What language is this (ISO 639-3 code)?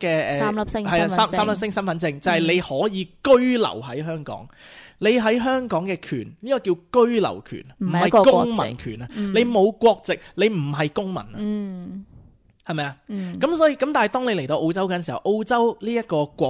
yue